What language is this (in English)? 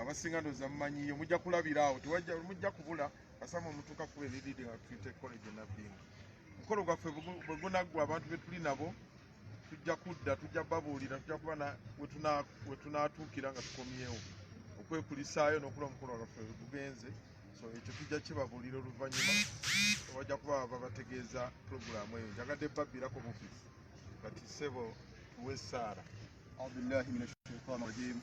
Ganda